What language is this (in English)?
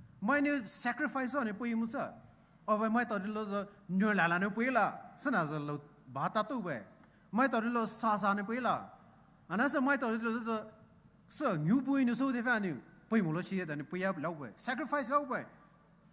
Poumei Naga